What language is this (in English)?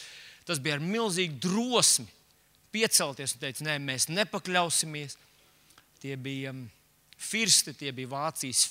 Latvian